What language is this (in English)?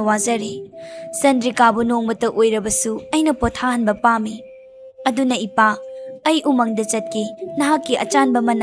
Manipuri